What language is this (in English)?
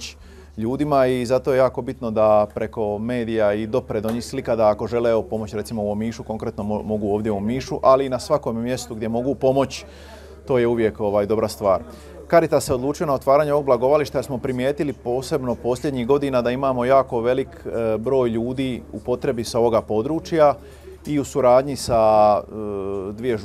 Croatian